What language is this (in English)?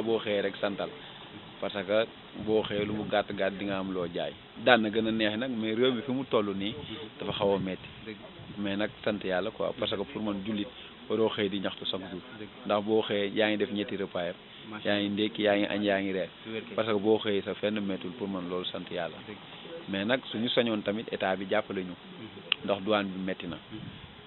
Wolof